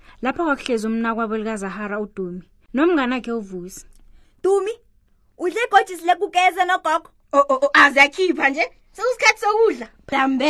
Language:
South Ndebele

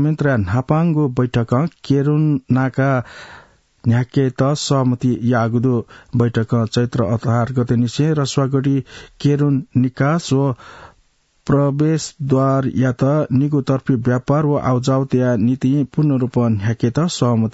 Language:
Newari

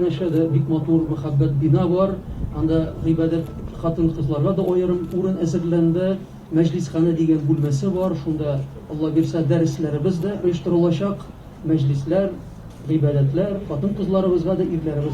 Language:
Tatar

